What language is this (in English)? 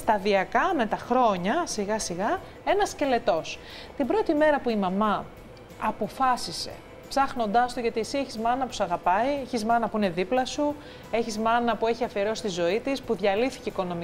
Greek